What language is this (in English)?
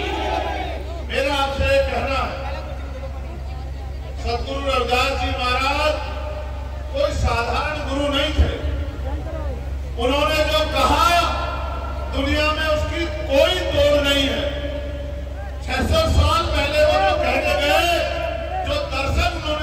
Hindi